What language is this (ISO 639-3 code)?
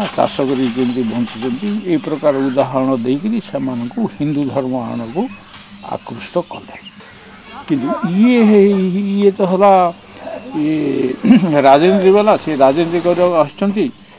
ori